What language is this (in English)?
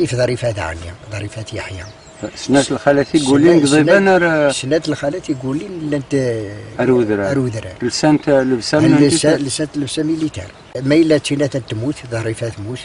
Kabyle